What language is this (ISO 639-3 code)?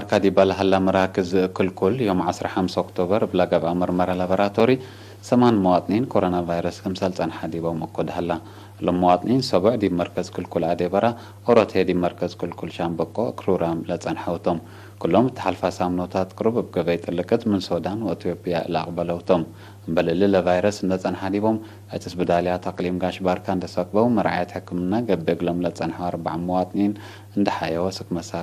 tig